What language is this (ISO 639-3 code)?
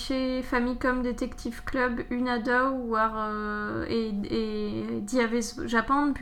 bre